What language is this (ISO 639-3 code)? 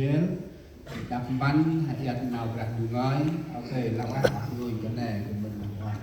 cmo